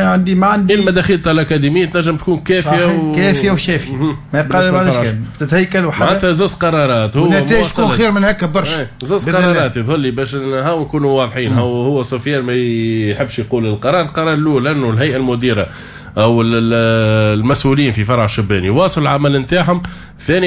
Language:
Tunisian Arabic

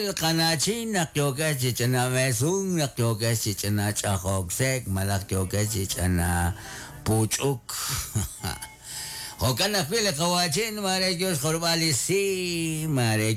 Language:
Kekchí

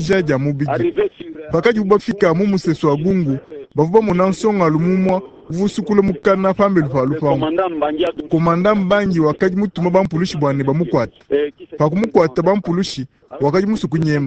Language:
Luba-Lulua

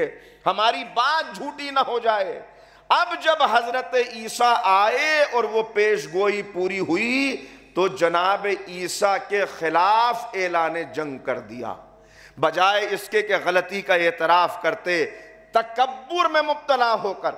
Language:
Urdu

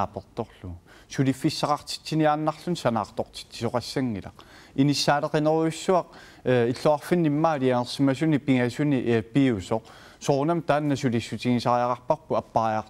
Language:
Kalaallisut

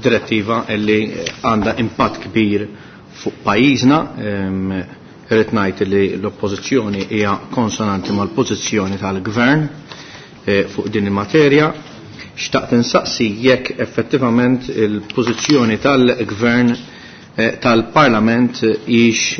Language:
Maltese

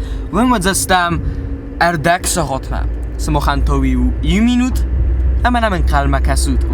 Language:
Ossetic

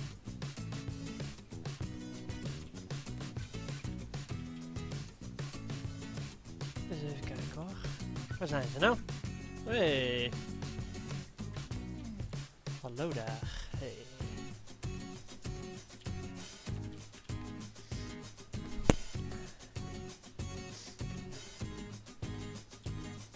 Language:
Dutch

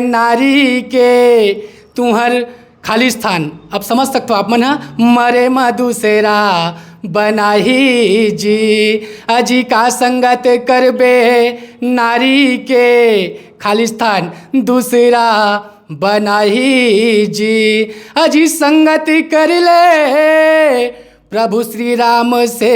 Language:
Chhattisgarhi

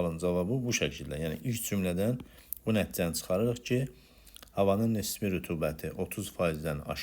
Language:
Azerbaijani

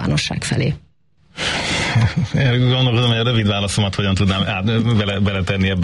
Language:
Hungarian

